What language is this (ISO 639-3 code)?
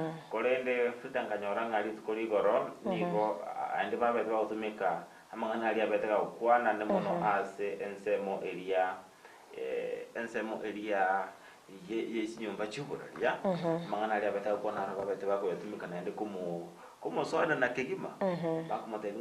guz